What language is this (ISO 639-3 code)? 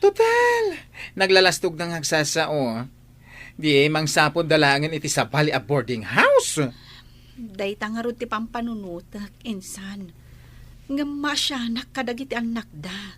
ilo